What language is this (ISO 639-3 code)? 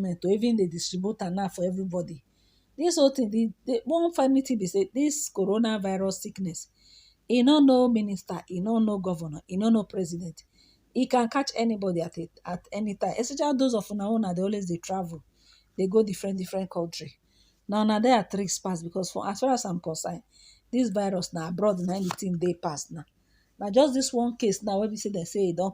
pcm